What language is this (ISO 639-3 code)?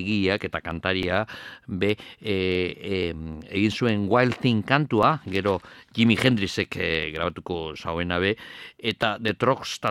eus